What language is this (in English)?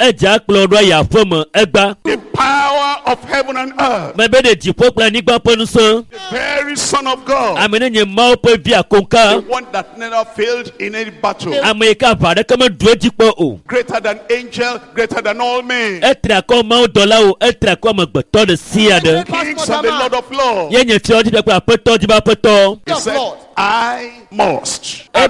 Ewe